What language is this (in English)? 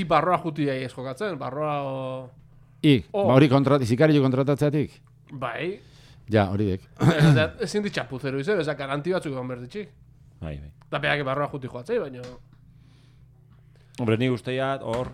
Basque